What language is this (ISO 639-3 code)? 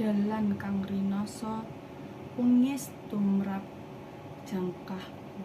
jav